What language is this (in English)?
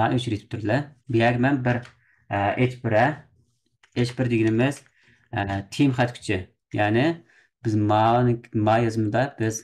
Uyghur